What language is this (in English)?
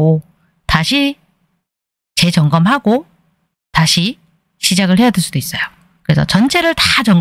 Korean